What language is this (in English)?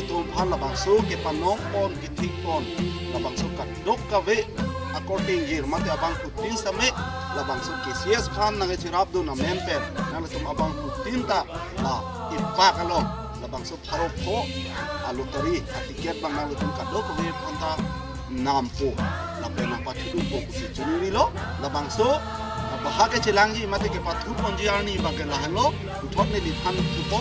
Karbi